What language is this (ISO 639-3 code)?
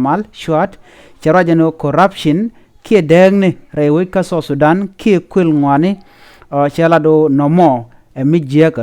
nus